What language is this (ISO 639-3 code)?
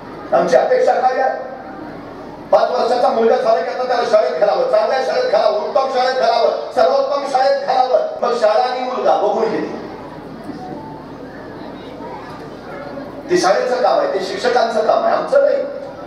mar